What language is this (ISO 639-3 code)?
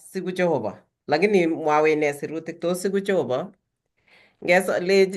kln